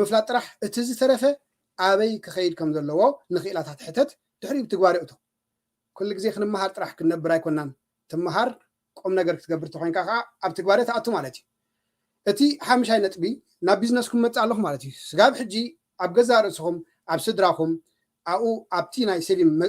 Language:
Tigrinya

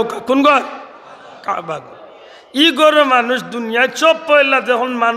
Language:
Sylheti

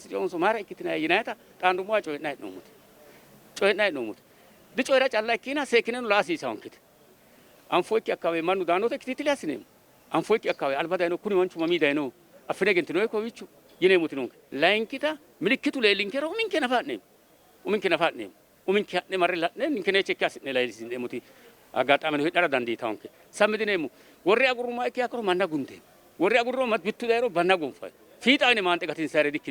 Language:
Sidamo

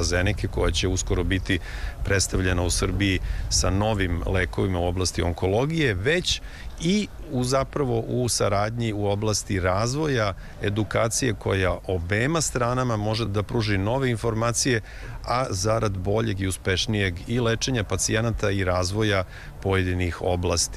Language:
Serbian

